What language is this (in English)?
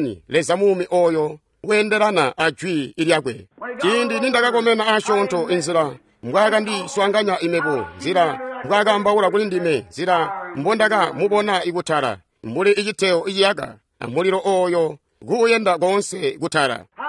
Tonga (Zambia)